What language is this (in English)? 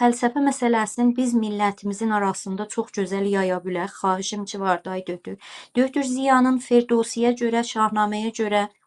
South Azerbaijani